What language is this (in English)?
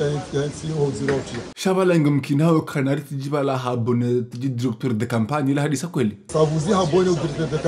Ngazidja Comorian